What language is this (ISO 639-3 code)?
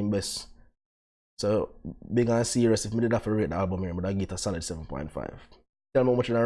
jam